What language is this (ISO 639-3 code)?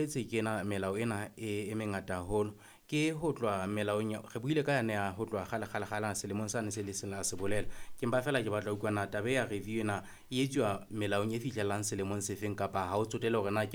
sot